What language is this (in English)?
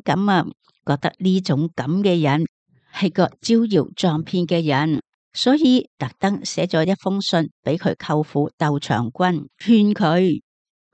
Cantonese